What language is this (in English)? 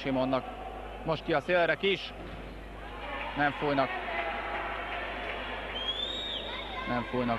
Hungarian